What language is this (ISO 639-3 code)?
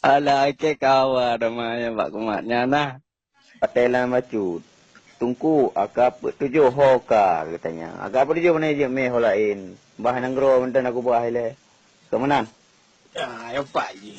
ace